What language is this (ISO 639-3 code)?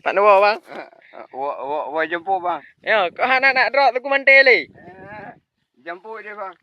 ace